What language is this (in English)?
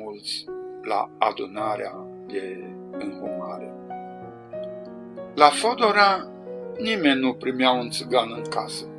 Romanian